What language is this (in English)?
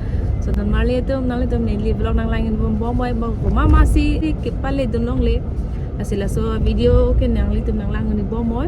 Karbi